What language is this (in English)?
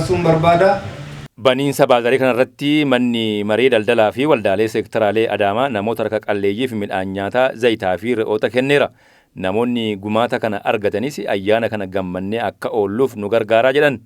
Oromo